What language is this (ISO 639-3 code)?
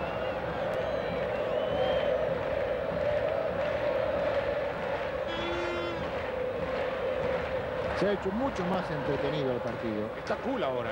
spa